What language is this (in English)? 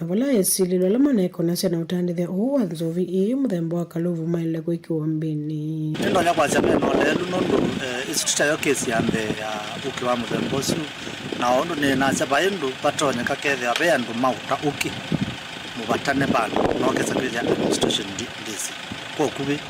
Kamba